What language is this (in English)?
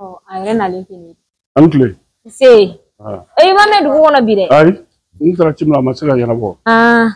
Bambara